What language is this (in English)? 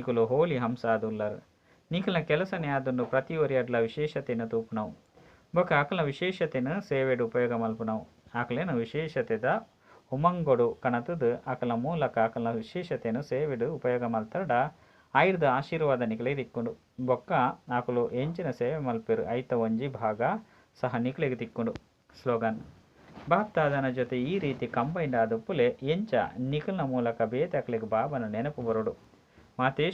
Tulu